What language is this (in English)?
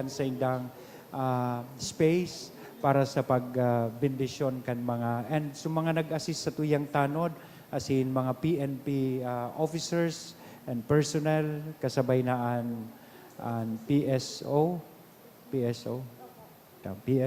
Bikol